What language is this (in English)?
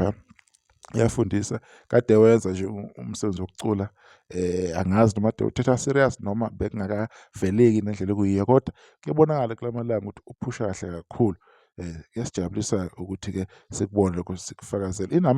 Zulu